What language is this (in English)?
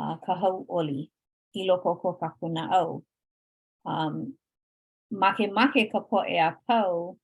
Hawaiian